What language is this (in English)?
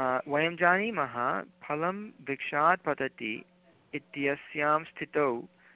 Sanskrit